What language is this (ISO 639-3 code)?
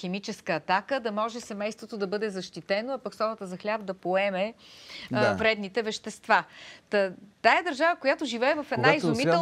bul